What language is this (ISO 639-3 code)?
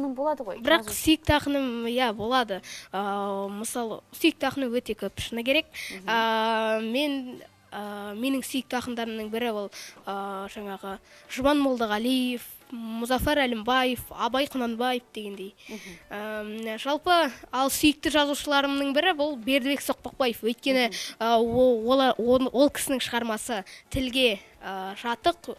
kaz